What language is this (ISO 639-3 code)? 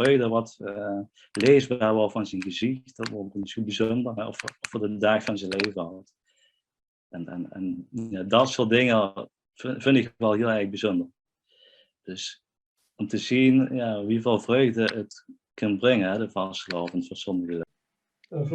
lim